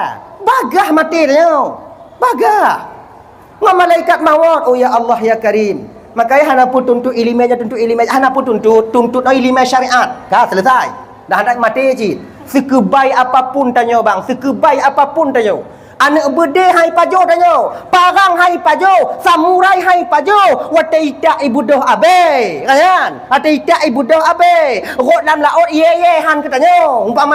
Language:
Achinese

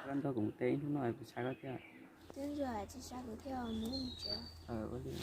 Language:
Hmong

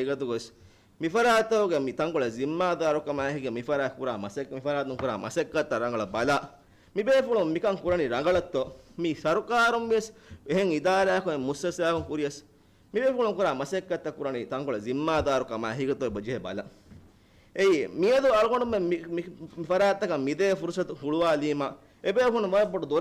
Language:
Divehi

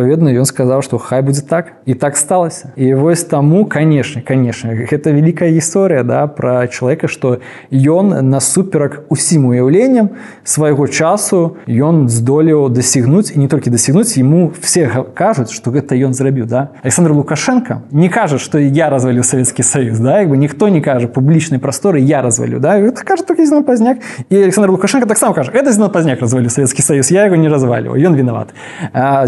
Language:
Belarusian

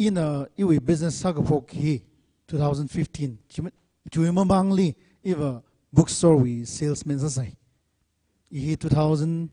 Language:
Tangkhul Naga (India)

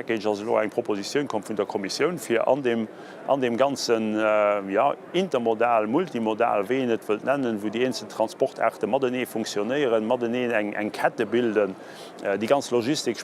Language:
Luxembourgish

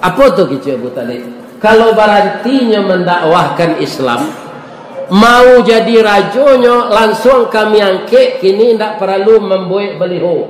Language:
Minangkabau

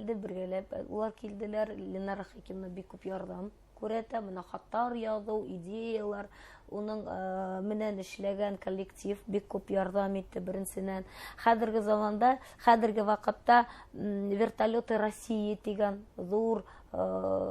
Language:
Bashkir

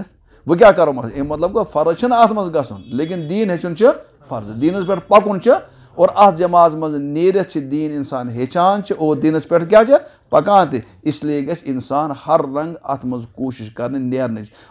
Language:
Kashmiri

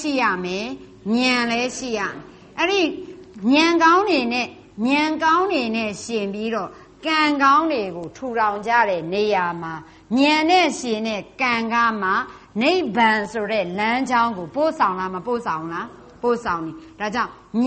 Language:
Burmese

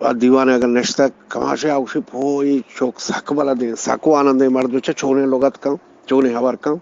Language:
Eastern Balochi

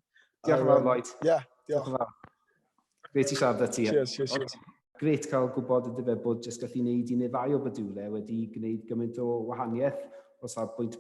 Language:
Welsh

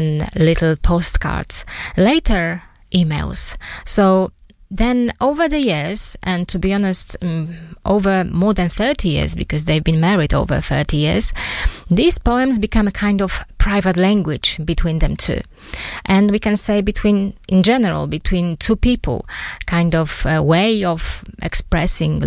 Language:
English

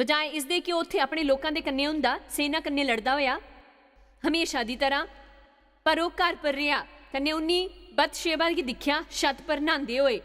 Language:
Dogri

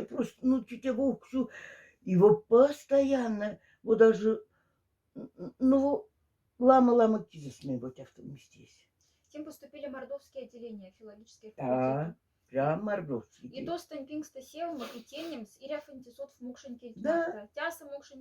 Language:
Moksha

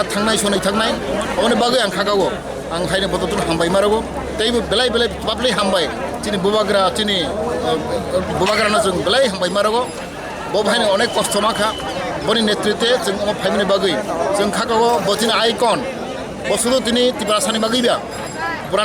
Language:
Kok Borok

